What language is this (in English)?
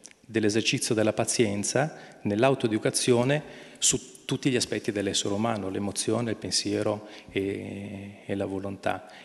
Italian